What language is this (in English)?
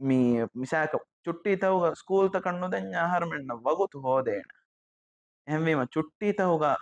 Divehi